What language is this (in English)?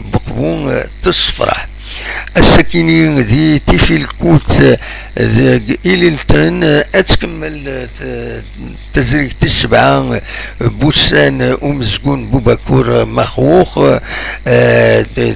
Kabyle